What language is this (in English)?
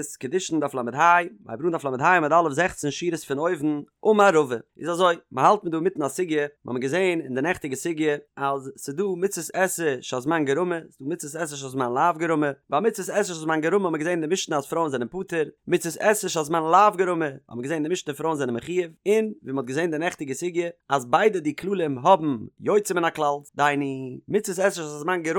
Yiddish